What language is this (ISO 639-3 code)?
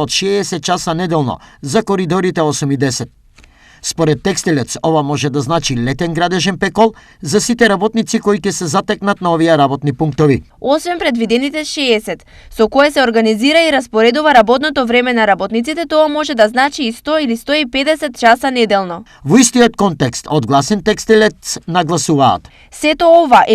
mkd